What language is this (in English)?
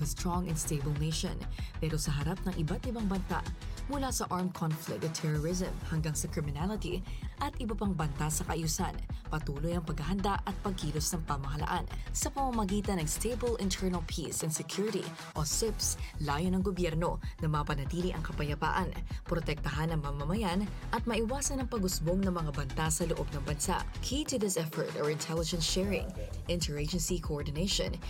Filipino